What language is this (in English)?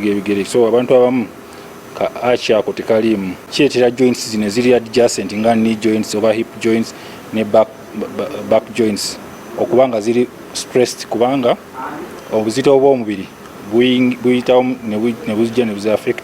Ganda